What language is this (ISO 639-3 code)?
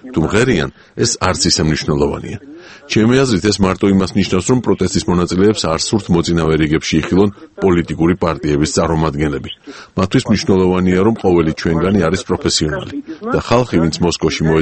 kat